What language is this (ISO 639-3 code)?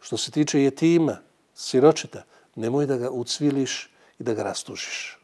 bos